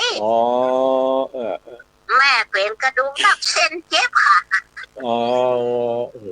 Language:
Northern Thai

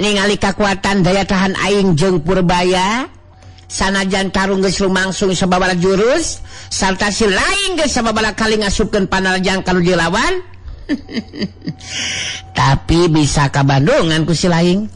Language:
Sundanese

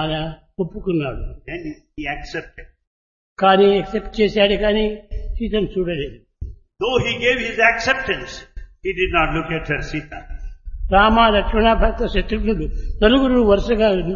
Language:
Telugu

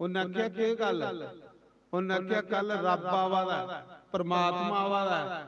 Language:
Dogri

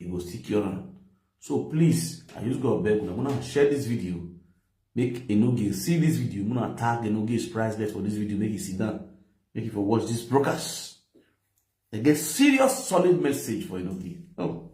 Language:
Nigerian Pidgin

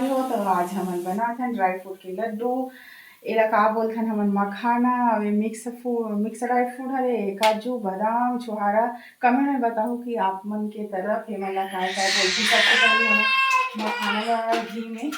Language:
Chhattisgarhi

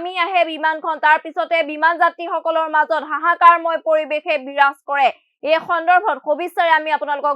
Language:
Assamese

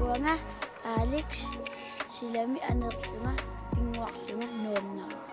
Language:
Kalaallisut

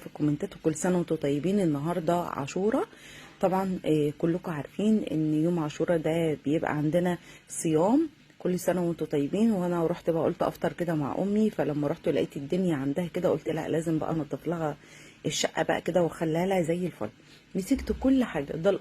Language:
Egyptian Arabic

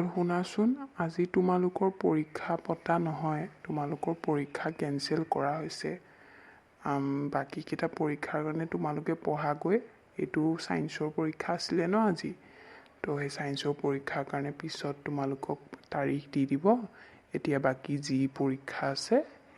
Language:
Assamese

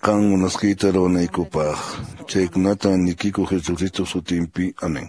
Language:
Quechua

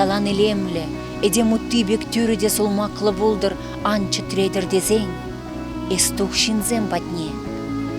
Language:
Chuvash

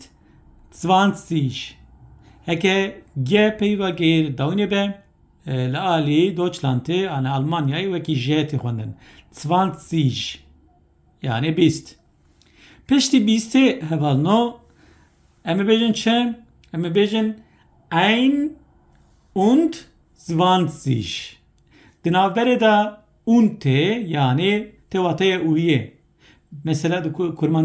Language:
Kurdish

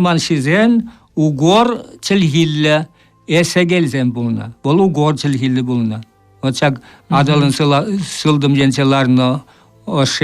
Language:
Chuvash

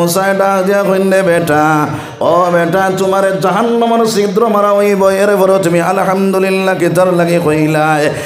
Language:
Sylheti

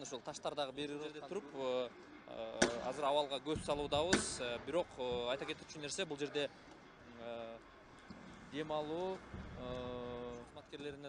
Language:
Kyrgyz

